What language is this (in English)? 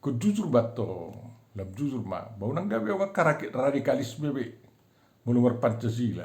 Batak Toba